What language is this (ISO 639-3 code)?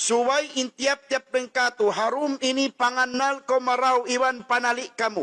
tsg